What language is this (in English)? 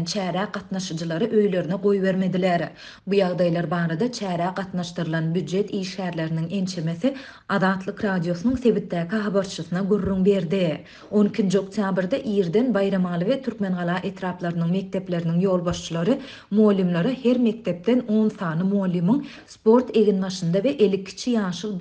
Turkmen